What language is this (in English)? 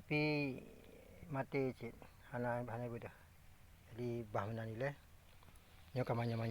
Achinese